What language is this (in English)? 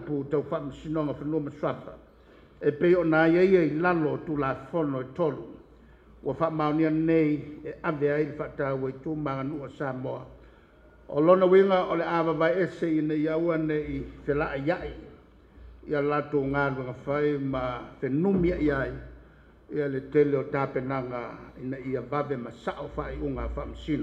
Samoan